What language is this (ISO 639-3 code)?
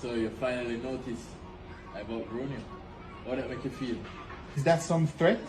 jam